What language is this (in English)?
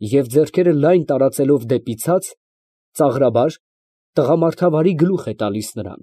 Armenian